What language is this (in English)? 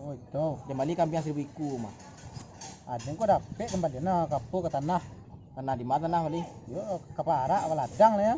Minangkabau